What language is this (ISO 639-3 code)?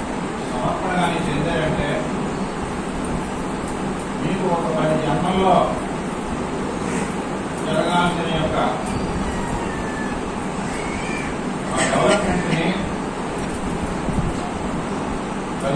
tel